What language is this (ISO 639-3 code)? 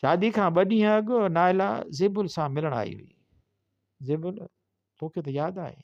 snd